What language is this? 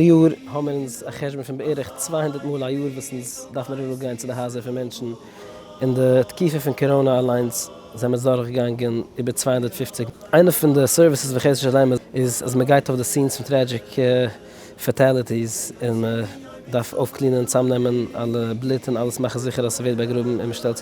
Yiddish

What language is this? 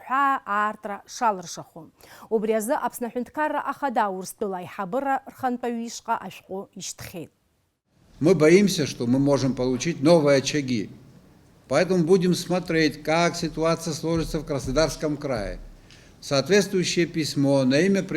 Abkhazian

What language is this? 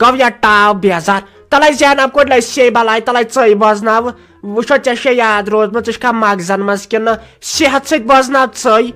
Kashmiri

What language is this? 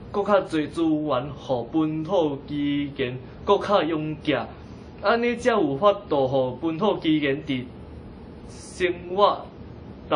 Min Nan Chinese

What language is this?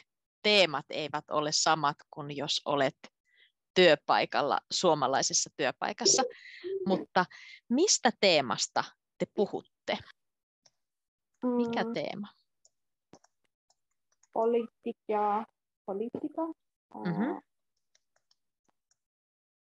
Finnish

